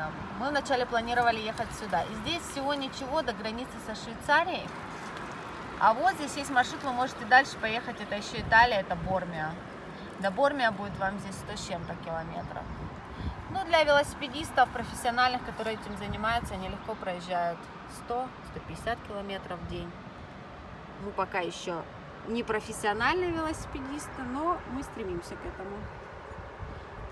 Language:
Russian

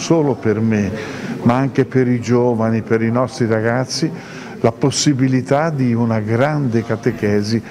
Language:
Italian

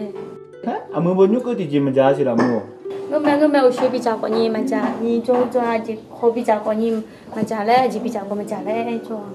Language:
Akha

